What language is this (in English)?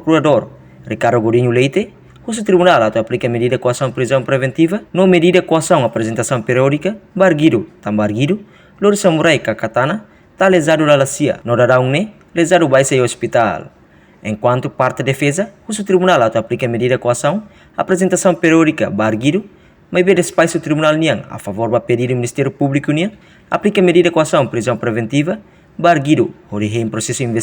Tetum